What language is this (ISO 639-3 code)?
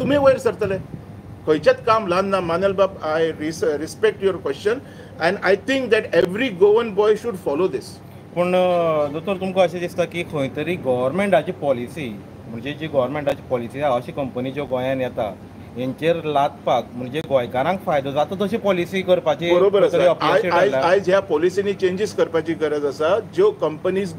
kok